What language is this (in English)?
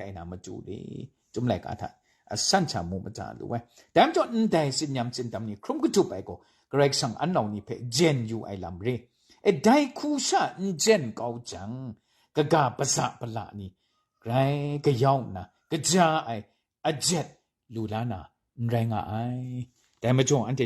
Kachin